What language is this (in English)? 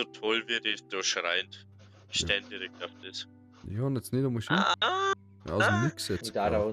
Bavarian